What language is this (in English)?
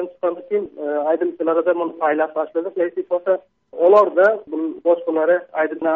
Turkmen